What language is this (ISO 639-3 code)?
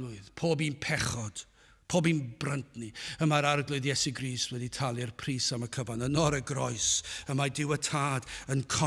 cym